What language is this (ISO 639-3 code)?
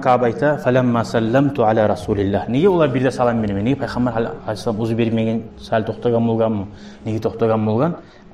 kum